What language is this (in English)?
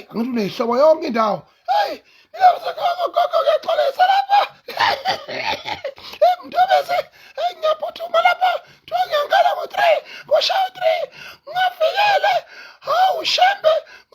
Zulu